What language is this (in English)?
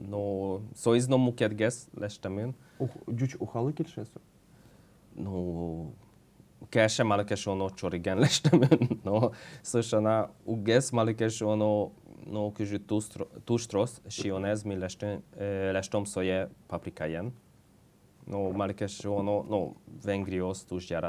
Udmurt